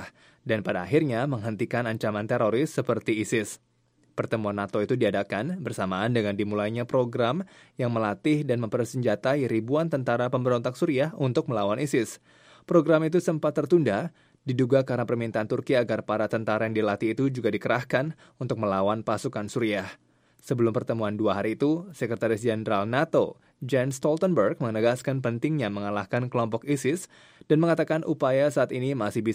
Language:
Indonesian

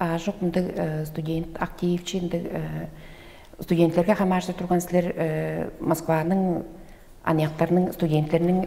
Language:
Tuvinian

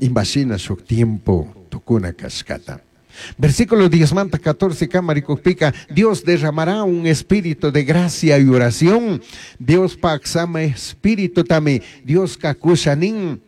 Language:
Chimborazo Highland Quichua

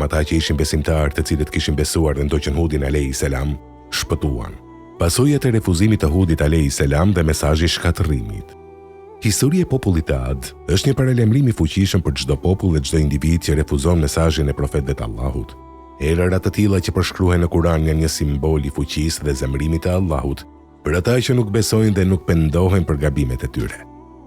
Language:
Albanian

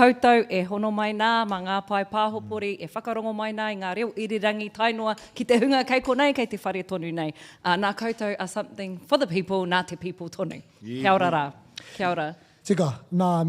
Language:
Māori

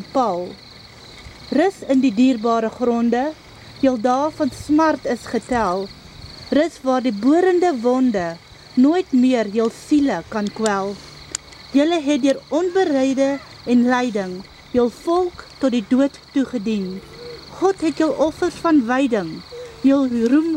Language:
Afrikaans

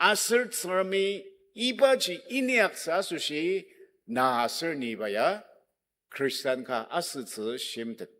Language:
Ao Naga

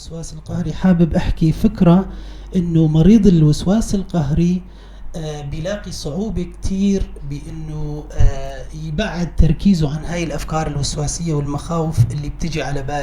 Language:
North Levantine Arabic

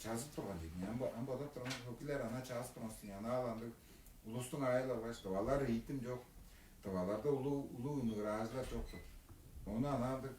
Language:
Tuvinian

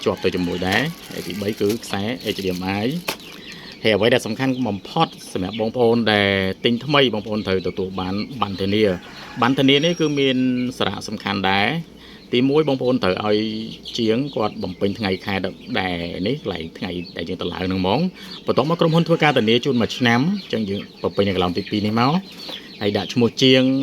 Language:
Khmer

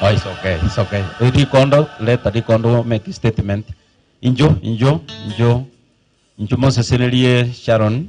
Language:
Gusii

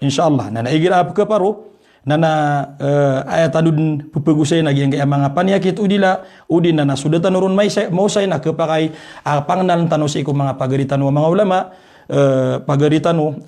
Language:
Maranao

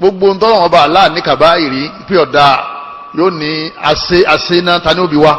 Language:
Yoruba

